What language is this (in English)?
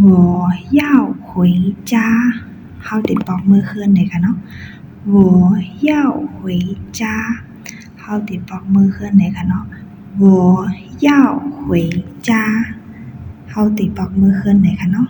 Shan